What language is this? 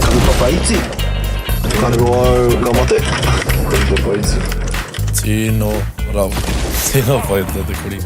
Māori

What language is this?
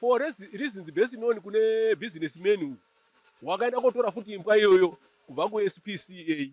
Shona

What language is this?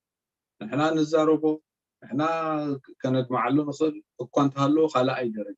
Tigrinya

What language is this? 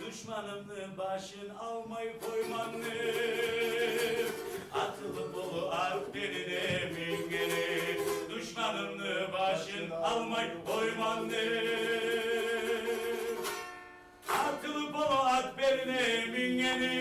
Kumyk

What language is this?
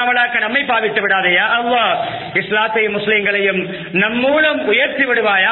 Tamil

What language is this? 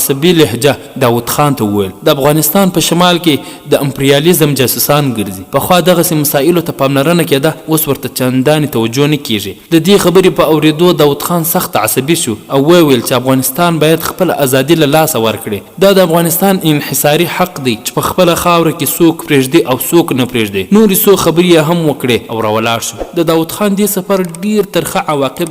Pashto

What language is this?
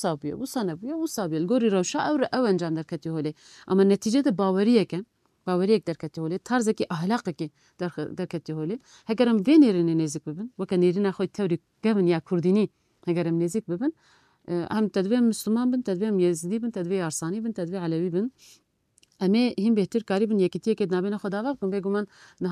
Kurdish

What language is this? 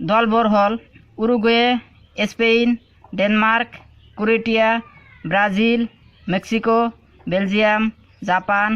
Assamese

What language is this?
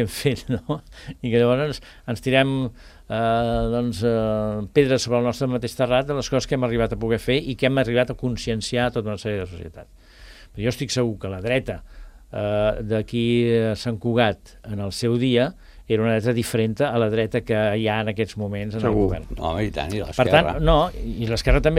Catalan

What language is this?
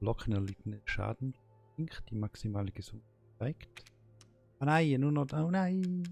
Swiss German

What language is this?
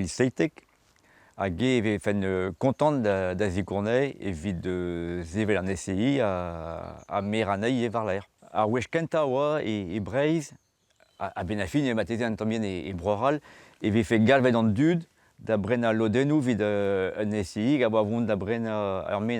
Breton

